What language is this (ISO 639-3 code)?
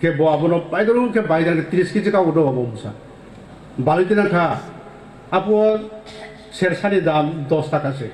ria